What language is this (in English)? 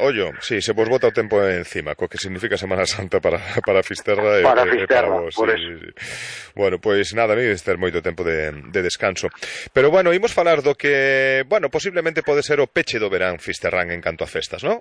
Galician